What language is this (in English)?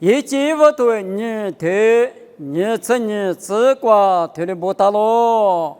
Lisu